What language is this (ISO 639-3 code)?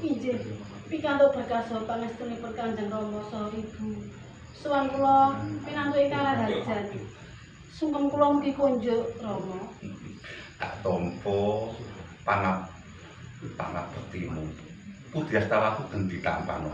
jav